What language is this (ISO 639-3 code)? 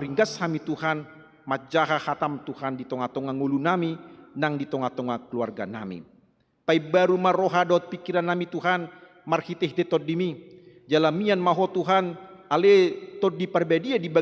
bbc